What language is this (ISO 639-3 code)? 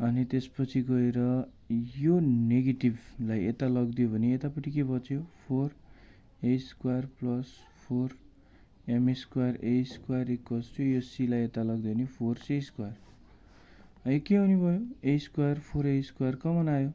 nep